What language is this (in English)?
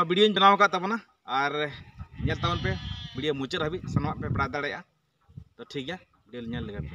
Santali